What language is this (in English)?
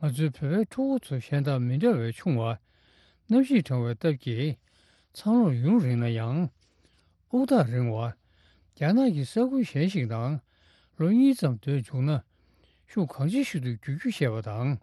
Tibetan